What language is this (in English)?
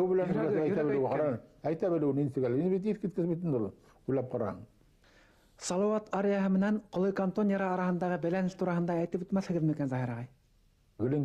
Bashkir